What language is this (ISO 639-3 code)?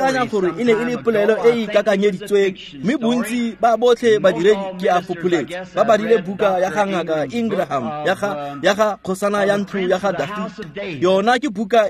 tsn